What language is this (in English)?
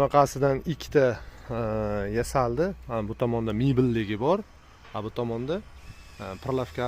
Uzbek